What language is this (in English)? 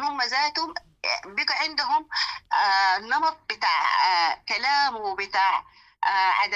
Sudanese Arabic